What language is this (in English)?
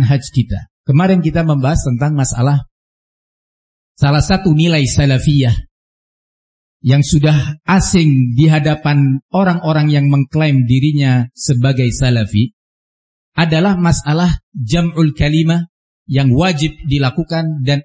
Indonesian